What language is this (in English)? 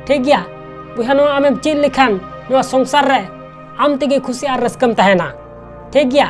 Santali